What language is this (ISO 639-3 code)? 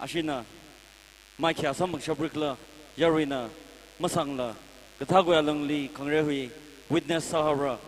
nmf